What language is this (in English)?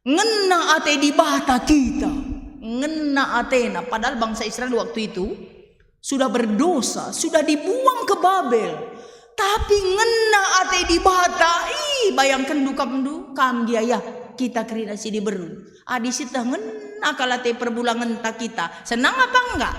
Batak Karo